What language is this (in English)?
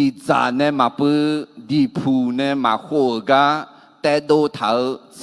Akha